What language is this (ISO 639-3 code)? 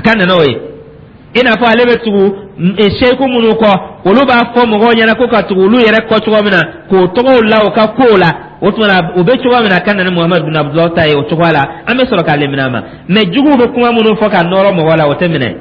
dyu